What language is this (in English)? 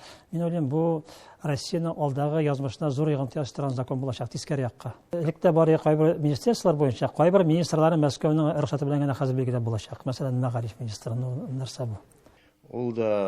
Tatar